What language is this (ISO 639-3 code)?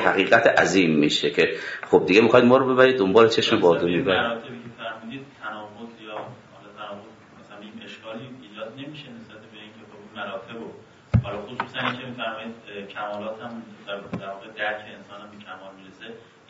fas